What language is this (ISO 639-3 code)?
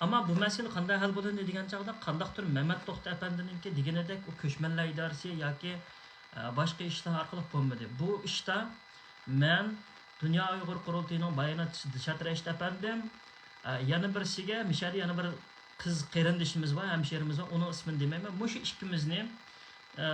uig